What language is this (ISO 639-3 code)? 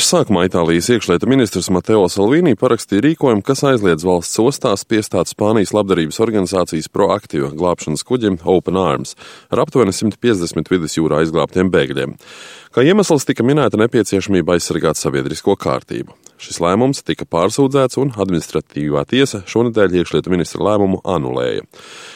lav